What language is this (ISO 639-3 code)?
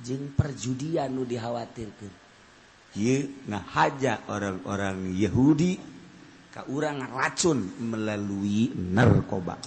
sun